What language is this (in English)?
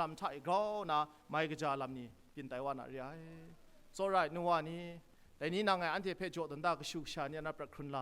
Kachin